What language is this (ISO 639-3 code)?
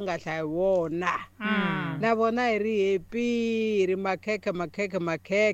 tso